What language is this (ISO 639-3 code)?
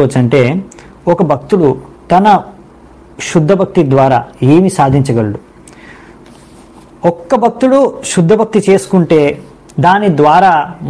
tel